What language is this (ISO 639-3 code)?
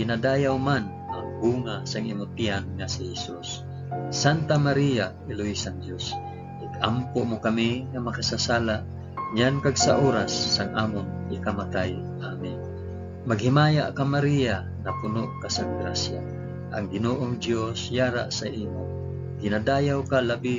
hil